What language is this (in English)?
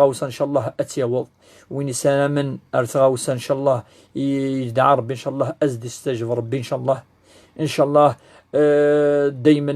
Kabyle